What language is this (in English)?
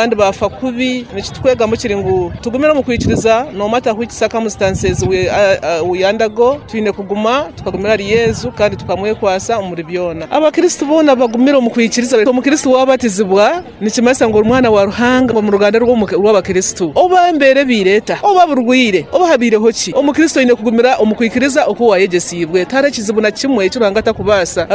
Nyoro